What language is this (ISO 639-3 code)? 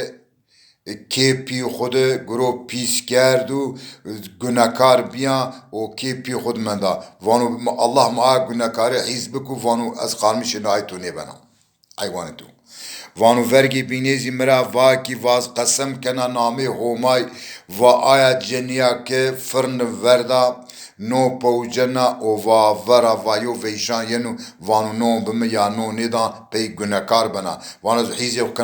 zza